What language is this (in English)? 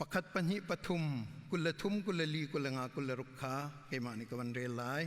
Hakha Chin